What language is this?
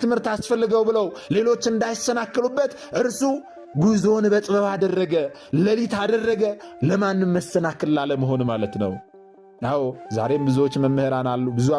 Amharic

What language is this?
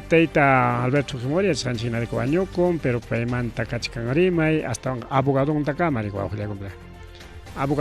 Ayacucho Quechua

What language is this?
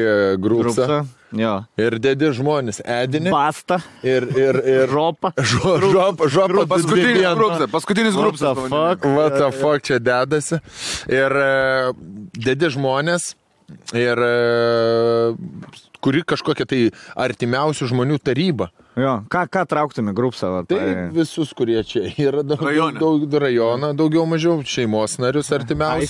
Lithuanian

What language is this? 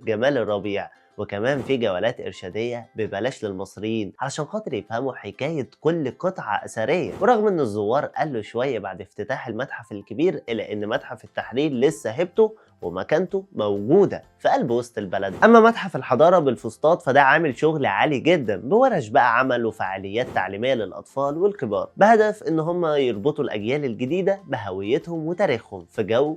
Egyptian Arabic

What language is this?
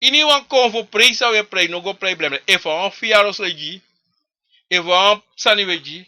Sranan Tongo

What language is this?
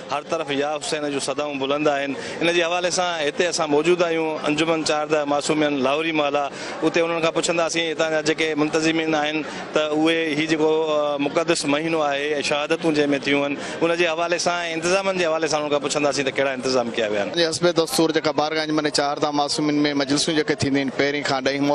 Sindhi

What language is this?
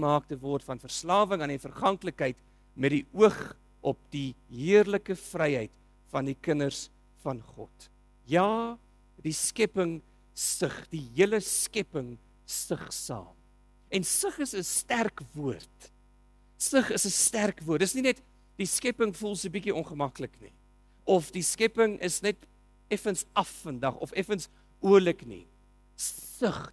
Afrikaans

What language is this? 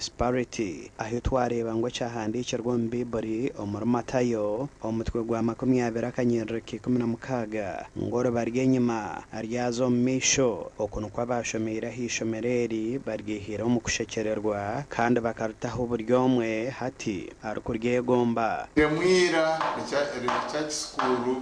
Nyankole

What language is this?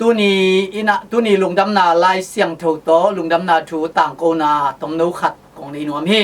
Tedim Chin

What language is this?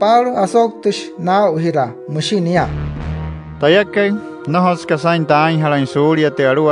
Wayuu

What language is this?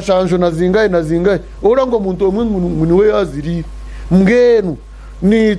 Nyankole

